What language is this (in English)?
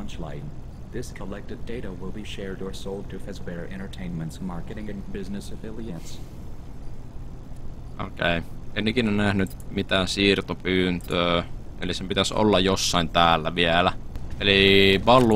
Finnish